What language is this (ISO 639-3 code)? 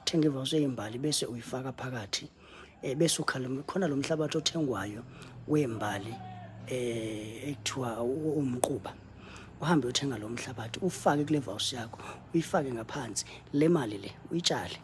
zul